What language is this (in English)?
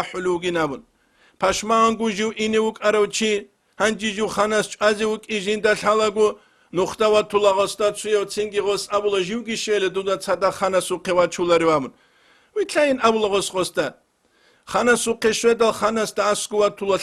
Avaric